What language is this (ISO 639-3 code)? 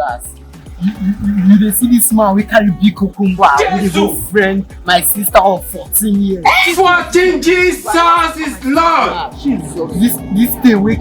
pcm